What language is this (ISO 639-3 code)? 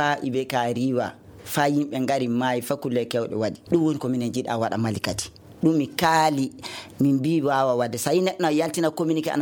ffm